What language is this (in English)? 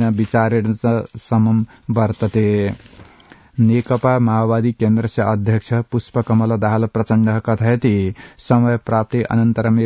Sanskrit